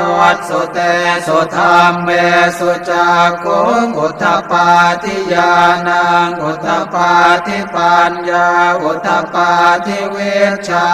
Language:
Pali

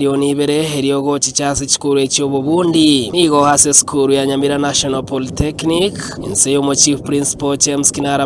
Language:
Gusii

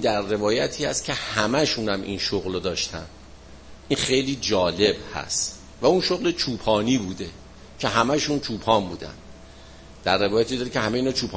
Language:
Persian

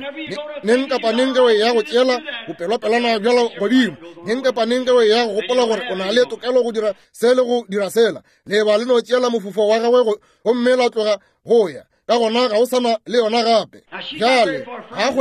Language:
Northern Sotho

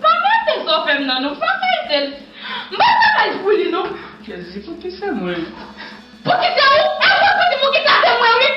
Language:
Haitian Creole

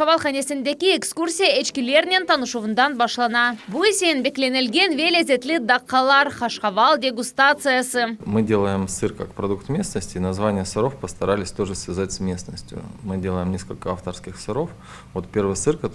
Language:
Crimean Tatar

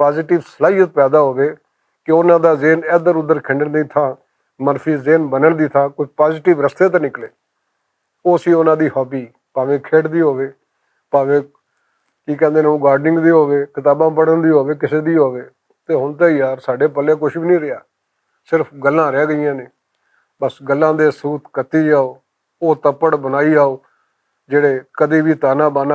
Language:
Western Panjabi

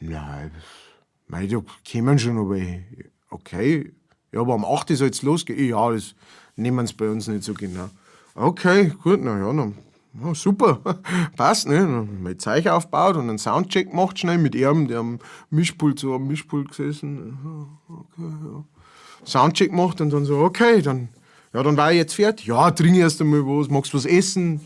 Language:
Bavarian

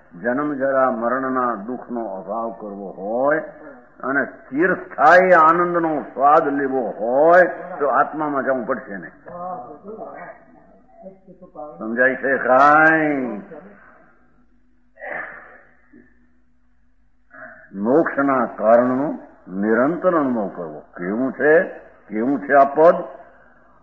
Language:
Gujarati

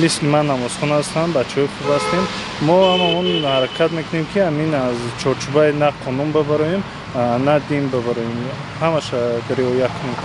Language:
Tajik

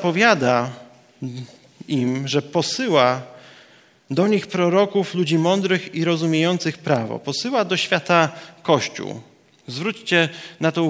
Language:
Polish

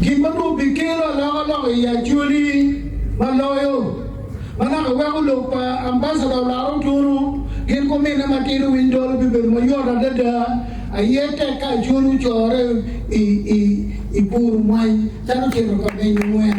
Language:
Acoli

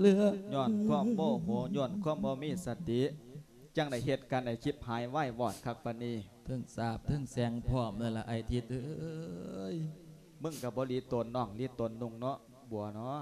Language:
Lao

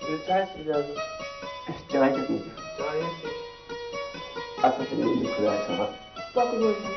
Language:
Kashmiri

